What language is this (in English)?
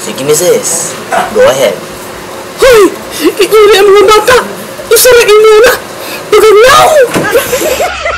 Cebuano